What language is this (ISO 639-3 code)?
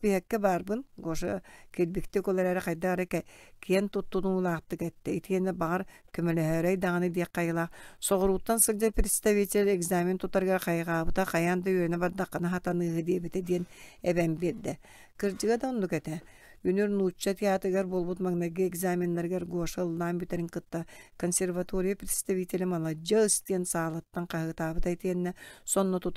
sah